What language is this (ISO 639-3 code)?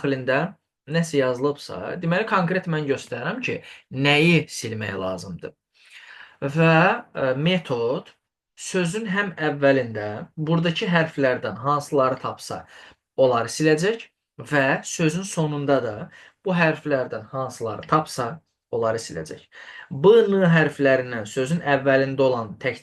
aze